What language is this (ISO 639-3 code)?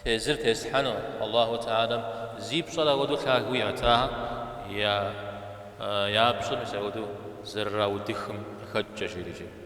kbd